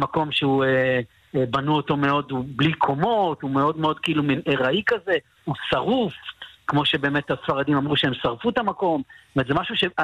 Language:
Hebrew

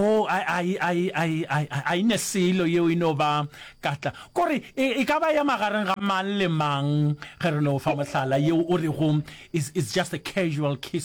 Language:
Northern Sotho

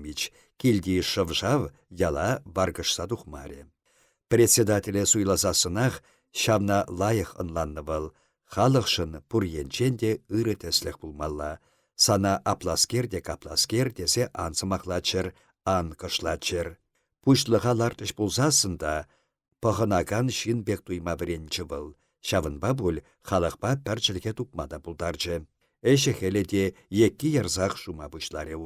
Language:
Chuvash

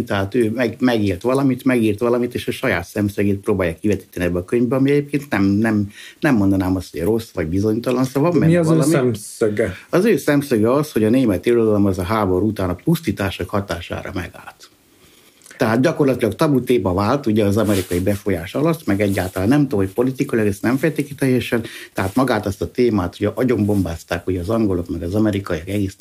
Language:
Hungarian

